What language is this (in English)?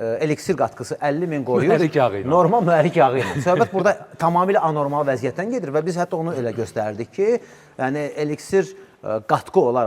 Azerbaijani